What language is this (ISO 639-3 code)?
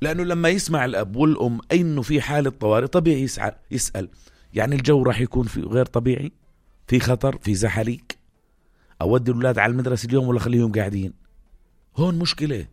apc